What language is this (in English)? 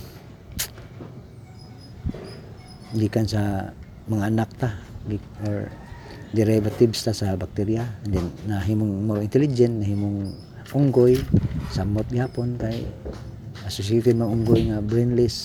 Cebuano